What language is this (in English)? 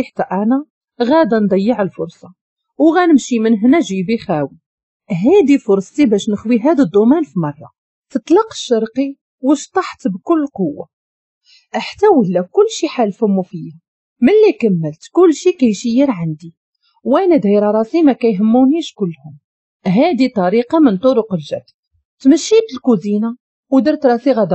Moroccan Arabic